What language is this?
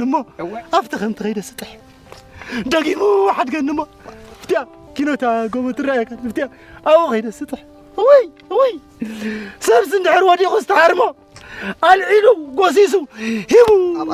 Tigrinya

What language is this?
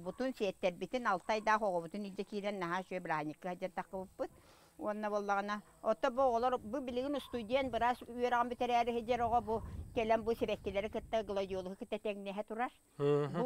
Yakut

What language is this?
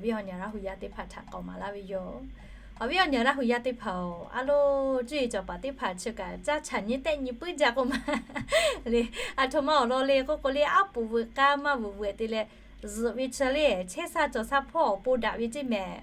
Lahu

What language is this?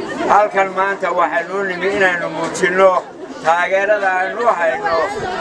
Somali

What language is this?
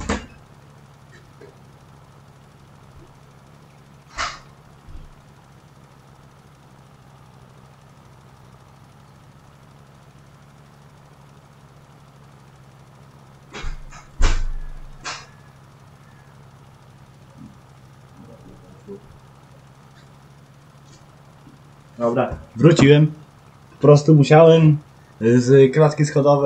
Polish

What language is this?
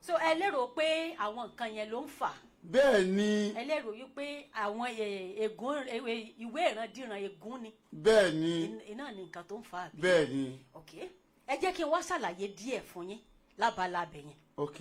Yoruba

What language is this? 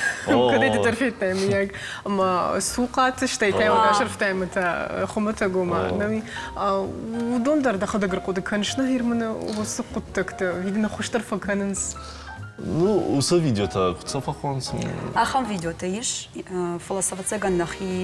Ossetic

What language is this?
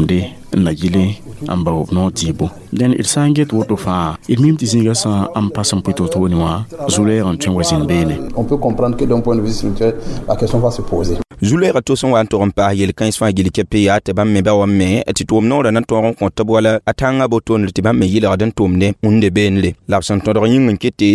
Mossi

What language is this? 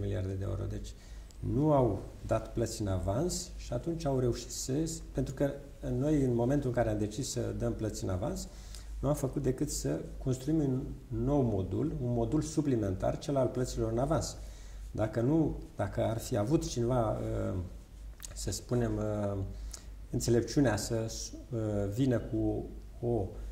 Romanian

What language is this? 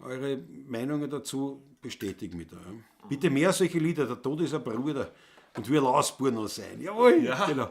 Bavarian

